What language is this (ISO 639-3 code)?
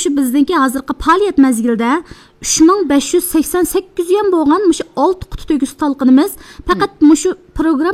uig